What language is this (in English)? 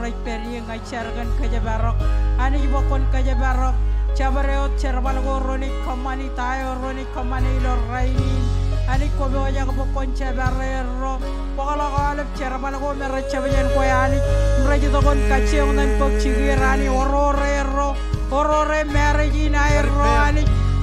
Marshallese